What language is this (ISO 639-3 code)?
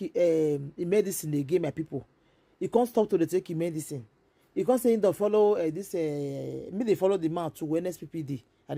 pcm